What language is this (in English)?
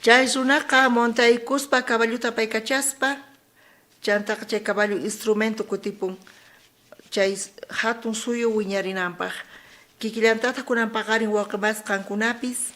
South Bolivian Quechua